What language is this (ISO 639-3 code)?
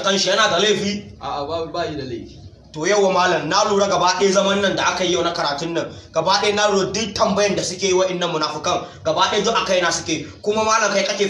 hau